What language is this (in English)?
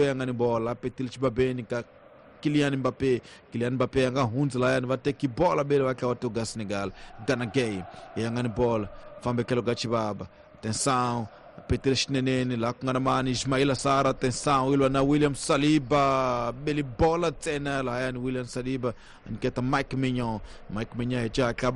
Tsonga